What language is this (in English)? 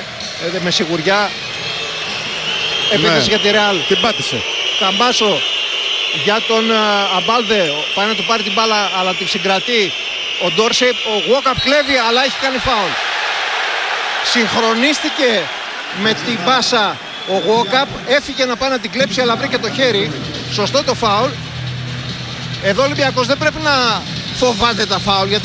Greek